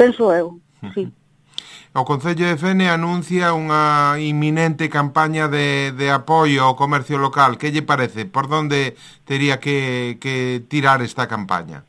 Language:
Galician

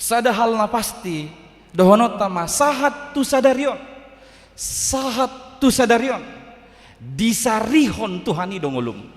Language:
Batak Toba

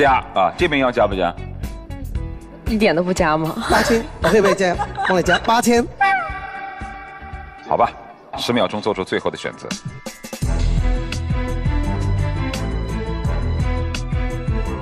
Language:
Chinese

